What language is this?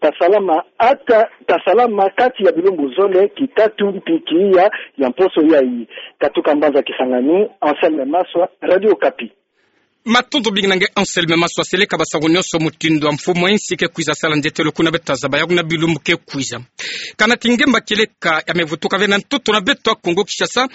Kituba (Democratic Republic of Congo)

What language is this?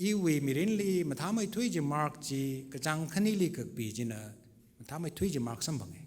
Tangkhul Naga (India)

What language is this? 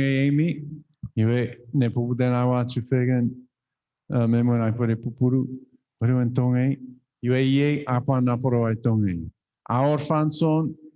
Chuukese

